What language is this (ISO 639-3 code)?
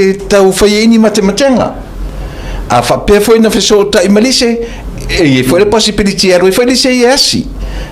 smo